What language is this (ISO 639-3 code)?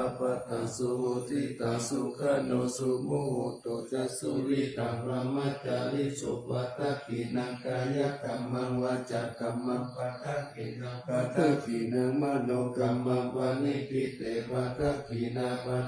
pli